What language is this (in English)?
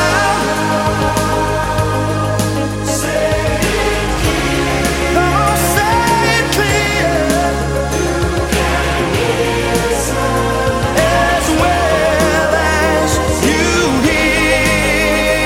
English